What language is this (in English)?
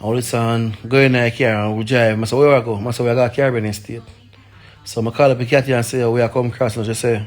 Jamaican Creole English